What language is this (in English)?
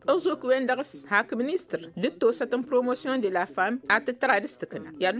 Tamasheq